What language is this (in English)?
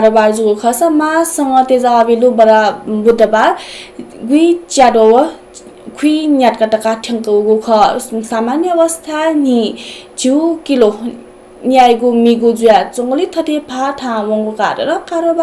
Newari